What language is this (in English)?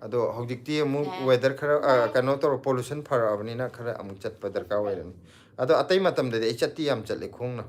Manipuri